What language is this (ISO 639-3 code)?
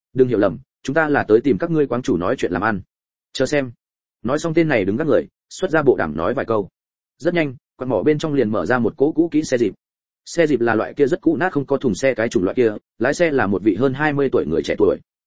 vie